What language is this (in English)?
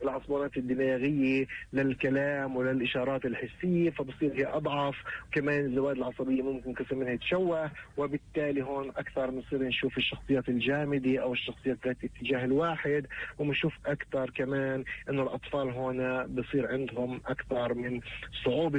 North Levantine Arabic